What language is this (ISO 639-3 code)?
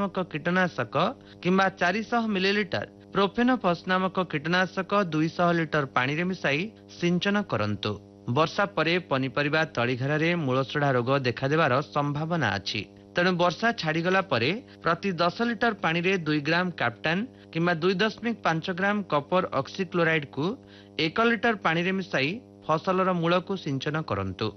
ori